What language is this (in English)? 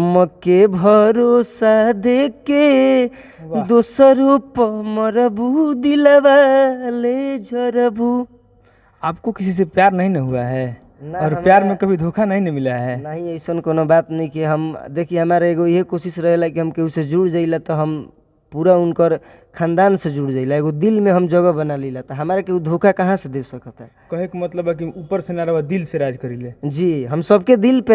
Bhojpuri